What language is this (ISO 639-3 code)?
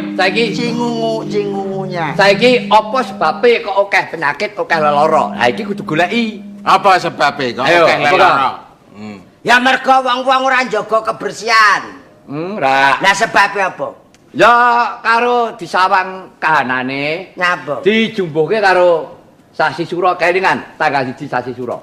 jav